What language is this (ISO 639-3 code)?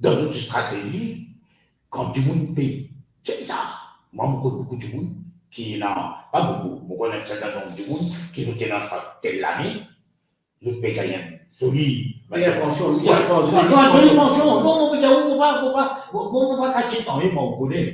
mfe